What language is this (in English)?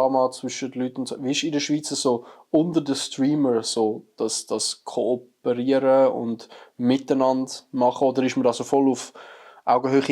Swiss German